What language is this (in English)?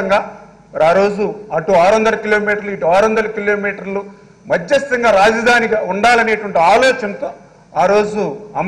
Telugu